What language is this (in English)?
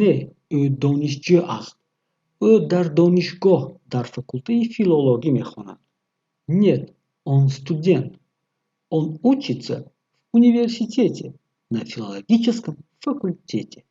Tajik